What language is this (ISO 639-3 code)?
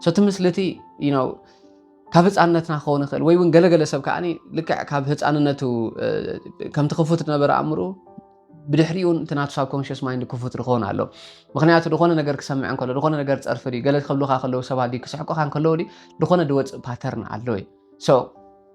tir